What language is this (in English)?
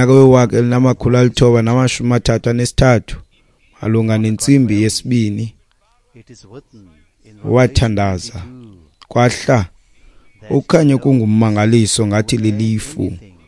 Xhosa